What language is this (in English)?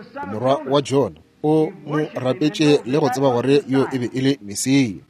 Northern Sotho